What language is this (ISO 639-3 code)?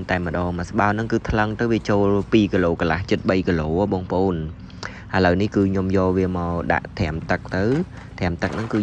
khm